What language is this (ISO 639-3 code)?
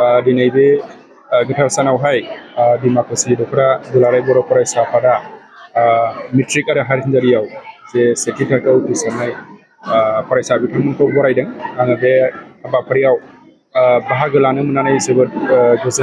brx